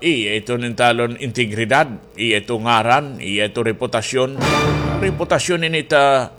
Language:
Waray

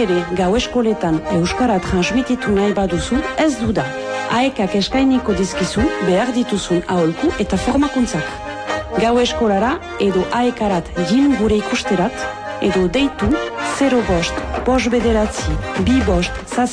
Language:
Basque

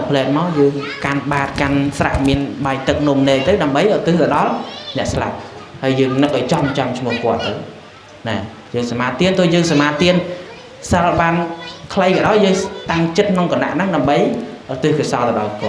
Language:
Khmer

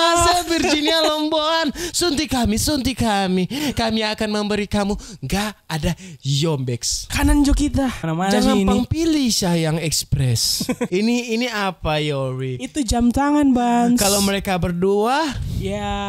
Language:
Manado Malay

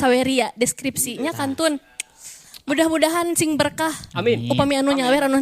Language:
Sundanese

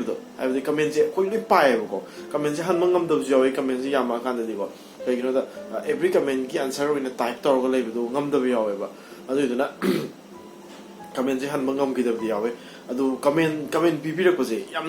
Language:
Manipuri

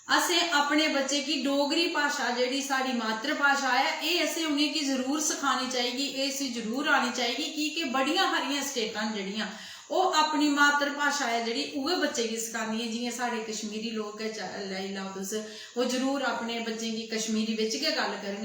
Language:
Dogri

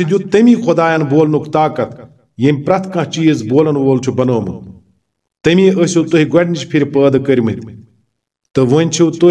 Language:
Kashmiri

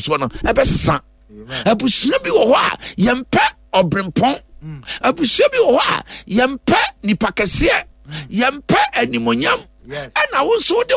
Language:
Akan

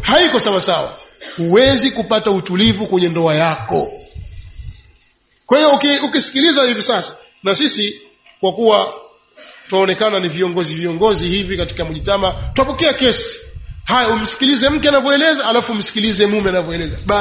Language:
Swahili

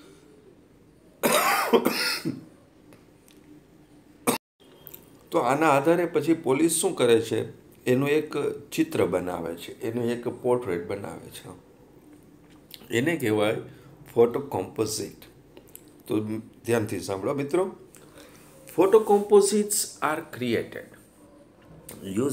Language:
Gujarati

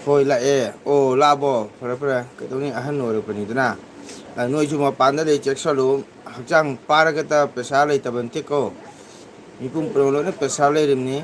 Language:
Manipuri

